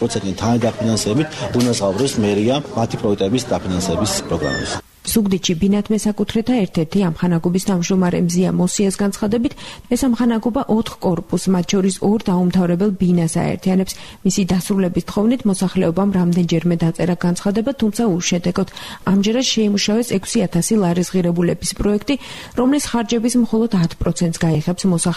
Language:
Georgian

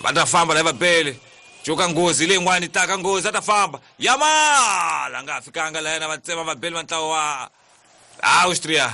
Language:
Tsonga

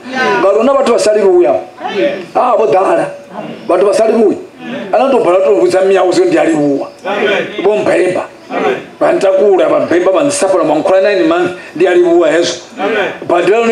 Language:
Venda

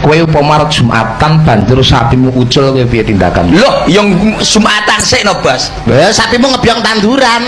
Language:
Javanese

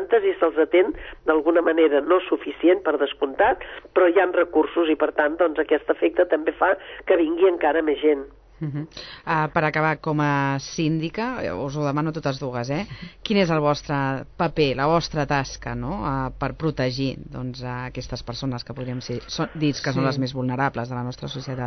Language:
Catalan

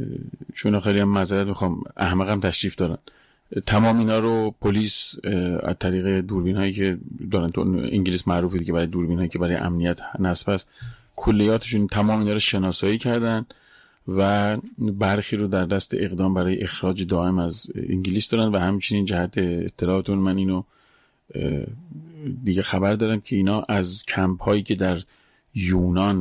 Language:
Persian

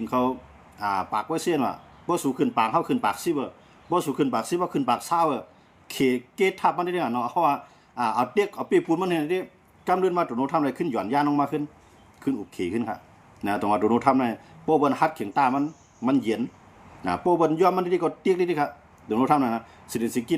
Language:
Shan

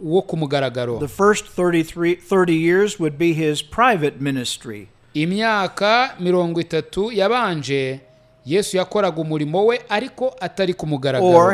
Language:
Kinyarwanda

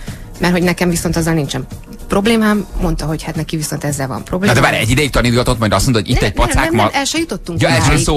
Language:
Hungarian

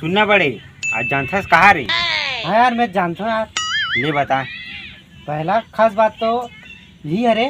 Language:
Chhattisgarhi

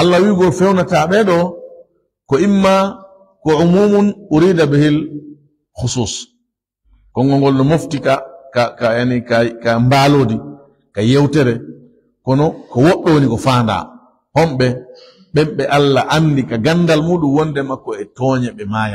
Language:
Fula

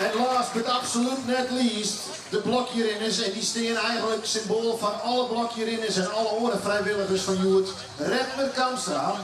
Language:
Western Frisian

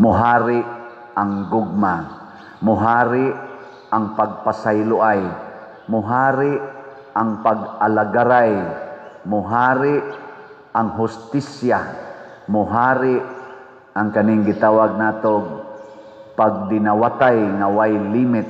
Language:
Cebuano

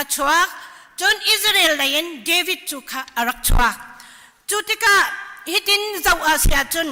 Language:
Hakha Chin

